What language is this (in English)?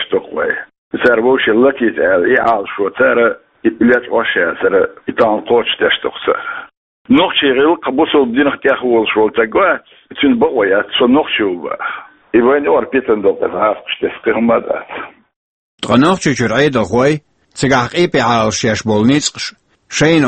Chechen